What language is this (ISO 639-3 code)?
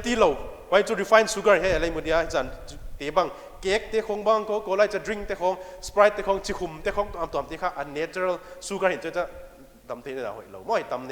pck